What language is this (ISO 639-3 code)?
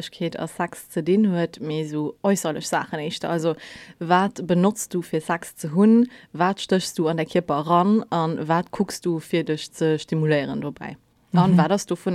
ltz